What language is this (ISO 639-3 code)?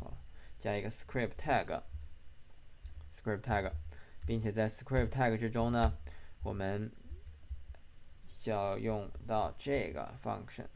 zho